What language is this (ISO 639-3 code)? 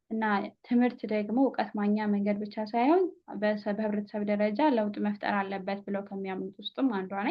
amh